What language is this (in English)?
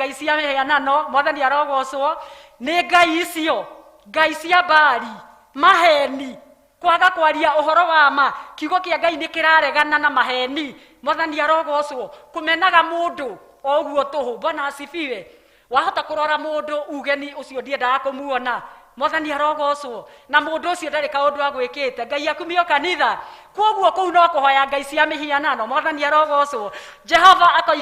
Kikuyu